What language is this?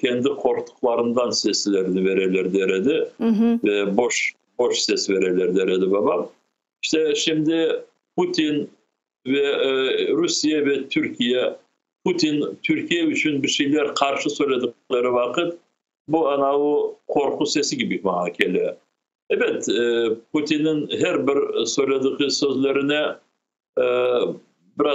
Crimean Tatar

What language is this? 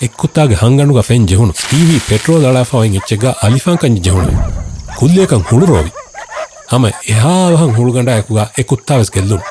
Divehi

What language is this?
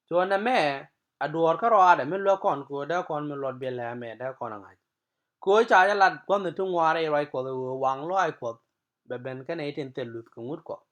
Nuer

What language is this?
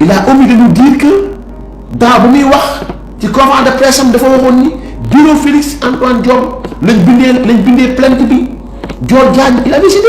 Wolof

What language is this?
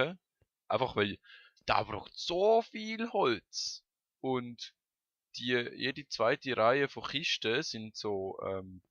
Swiss German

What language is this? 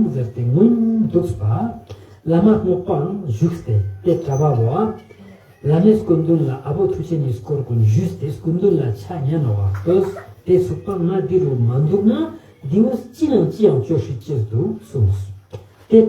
Ladakhi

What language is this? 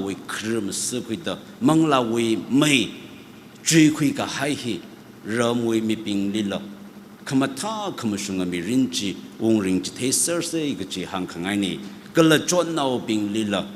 Tangkhul Naga (India)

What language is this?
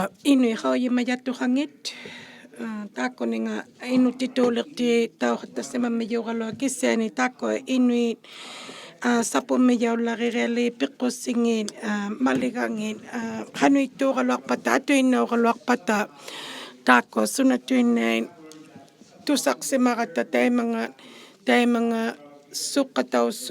Inuktitut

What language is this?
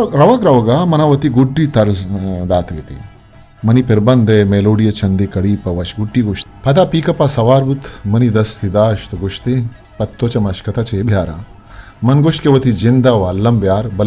Eastern Balochi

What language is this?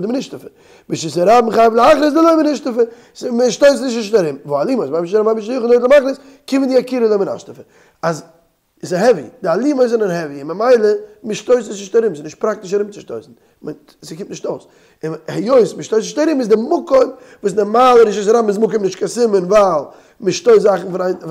Yiddish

